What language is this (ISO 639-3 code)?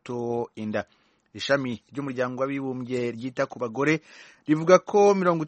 kin